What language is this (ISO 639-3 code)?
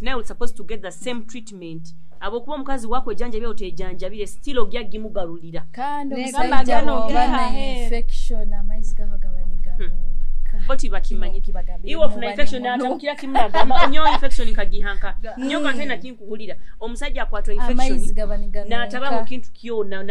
nyo